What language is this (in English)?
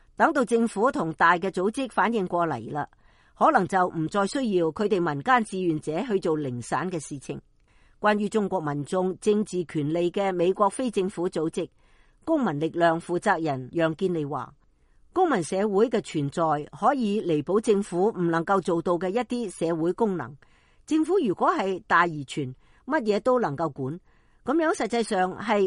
Cantonese